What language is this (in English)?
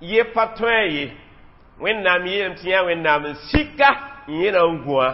Mossi